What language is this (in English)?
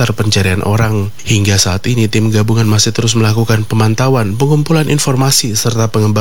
Indonesian